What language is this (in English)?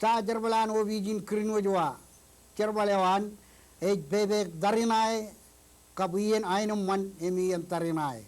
Marshallese